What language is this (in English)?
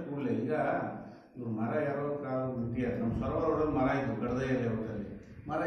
Kannada